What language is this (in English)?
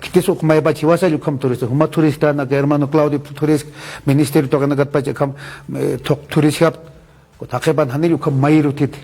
Aymara